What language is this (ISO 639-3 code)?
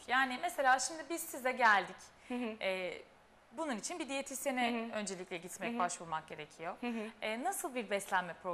tur